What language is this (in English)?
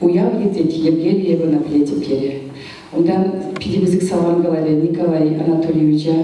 Chuvash